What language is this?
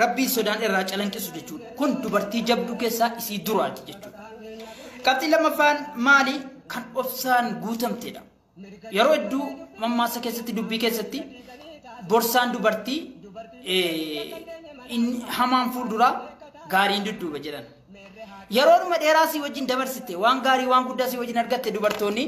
Oromo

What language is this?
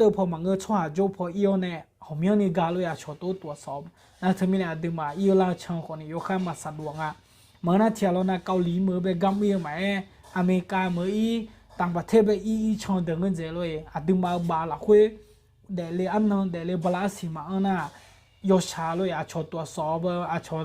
Akha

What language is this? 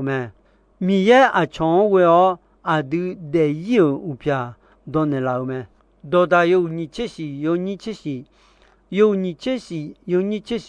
Akha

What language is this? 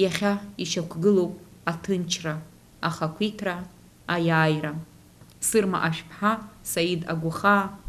Abkhazian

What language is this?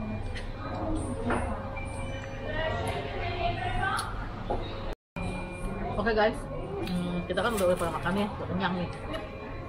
Indonesian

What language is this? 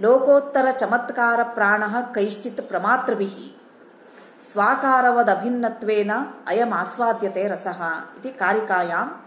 Sanskrit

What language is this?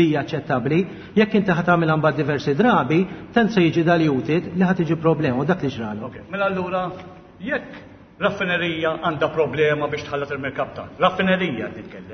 Maltese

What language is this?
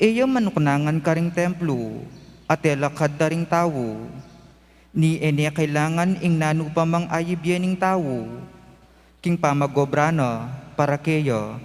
Pampanga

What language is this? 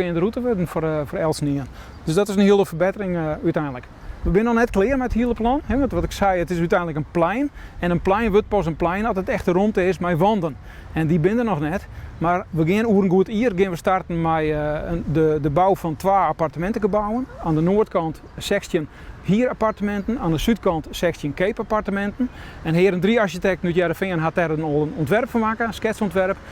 Western Frisian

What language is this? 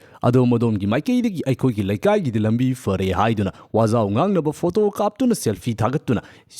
Manipuri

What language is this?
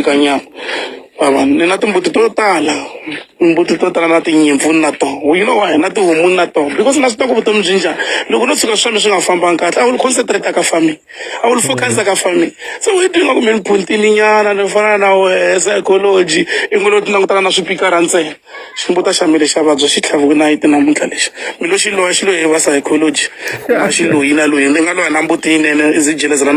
Tsonga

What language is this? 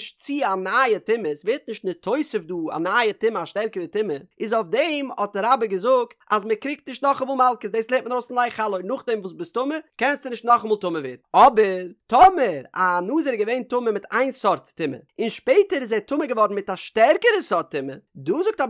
Yiddish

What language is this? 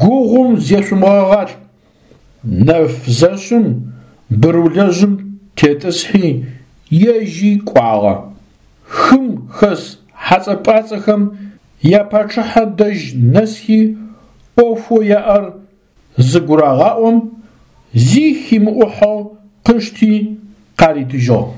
Adyghe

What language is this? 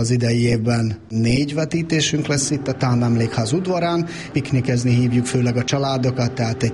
Hungarian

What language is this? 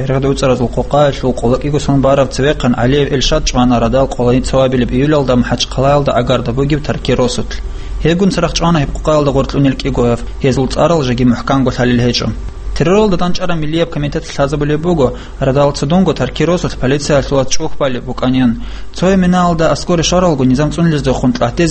Avaric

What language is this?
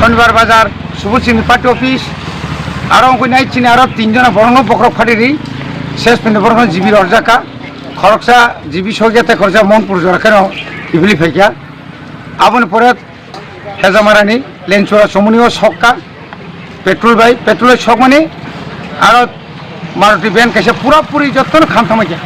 Kok Borok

